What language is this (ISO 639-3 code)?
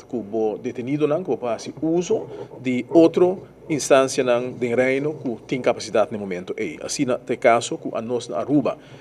pap